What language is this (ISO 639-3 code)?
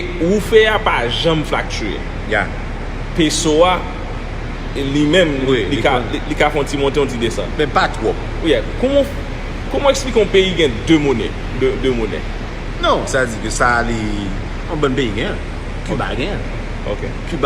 hat